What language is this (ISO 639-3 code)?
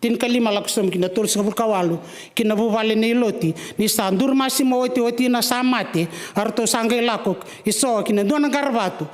fij